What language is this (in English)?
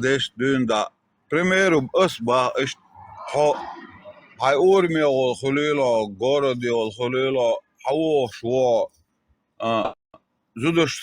Chechen